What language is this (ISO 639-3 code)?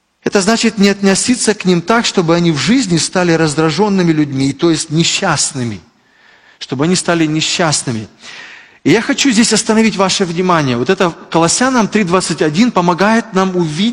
rus